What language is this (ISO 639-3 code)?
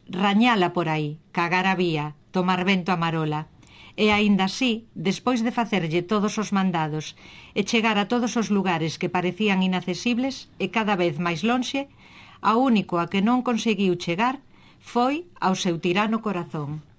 glg